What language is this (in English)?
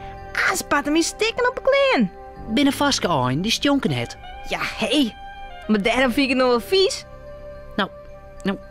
Western Frisian